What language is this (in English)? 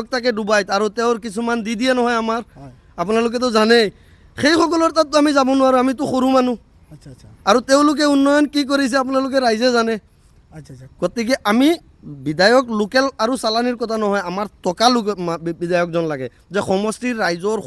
Assamese